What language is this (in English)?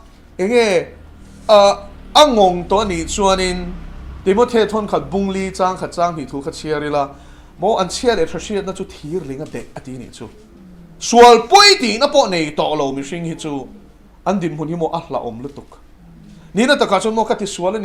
Mizo